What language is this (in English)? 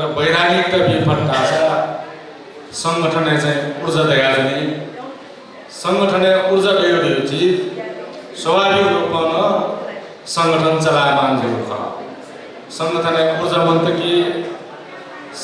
Newari